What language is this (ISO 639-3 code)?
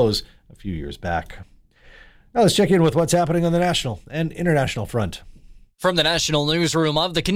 eng